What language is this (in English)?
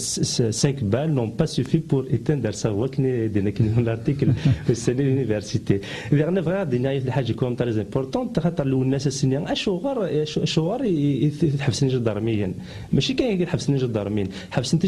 Kabyle